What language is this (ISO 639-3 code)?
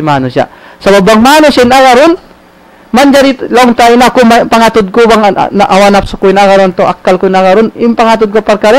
tsg